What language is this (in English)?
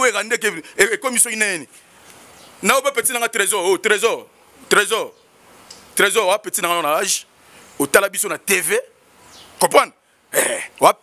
Lingala